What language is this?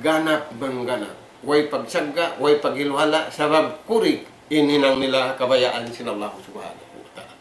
Tausug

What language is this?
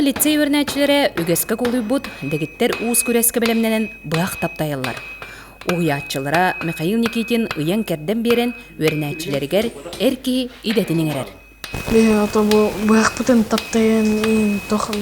Yakut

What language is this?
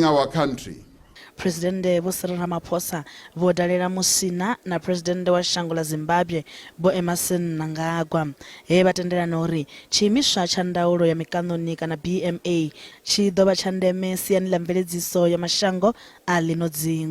Venda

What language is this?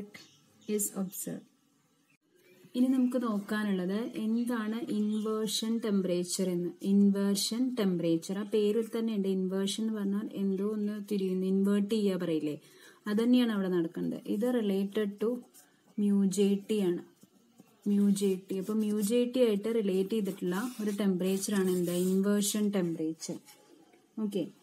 Malayalam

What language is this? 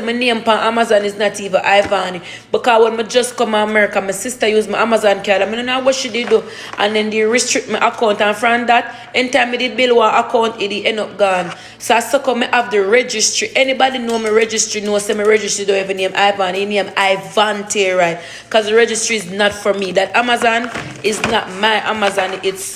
Jamaican Creole English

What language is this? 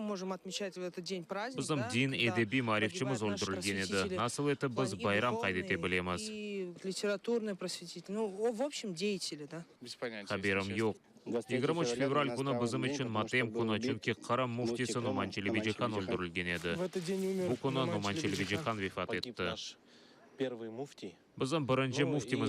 Crimean Tatar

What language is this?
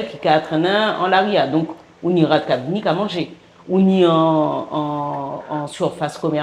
Guadeloupean Creole French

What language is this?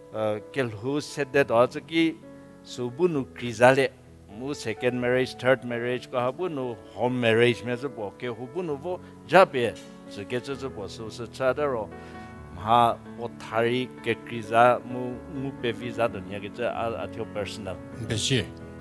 Angami Naga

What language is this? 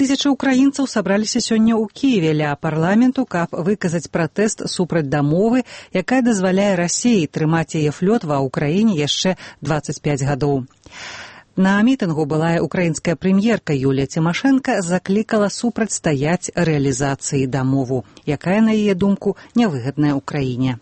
Belarusian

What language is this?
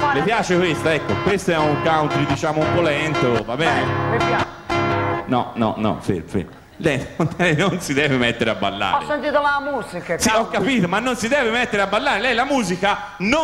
Italian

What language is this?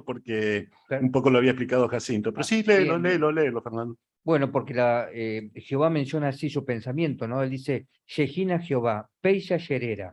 Guarani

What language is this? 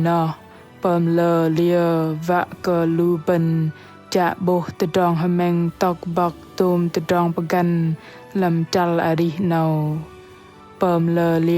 Bahnar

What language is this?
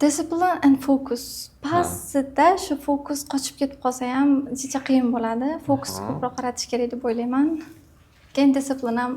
Uzbek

